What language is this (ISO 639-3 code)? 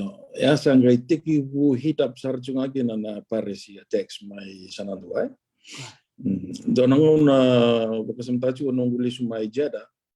fij